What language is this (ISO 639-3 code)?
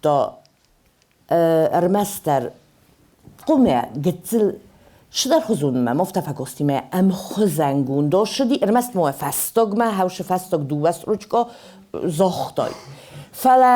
oss